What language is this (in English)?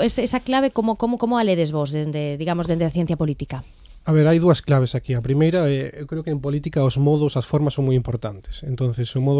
Galician